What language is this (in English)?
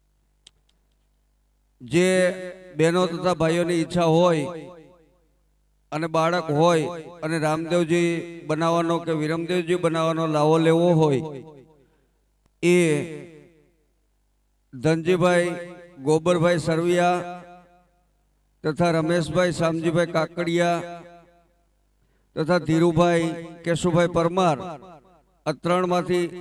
Gujarati